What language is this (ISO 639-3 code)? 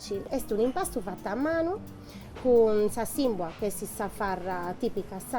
srd